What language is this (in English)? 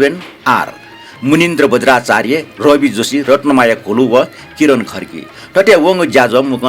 Newari